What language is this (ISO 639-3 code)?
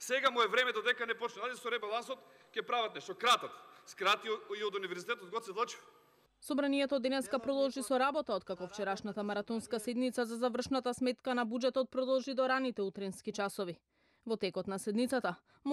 mkd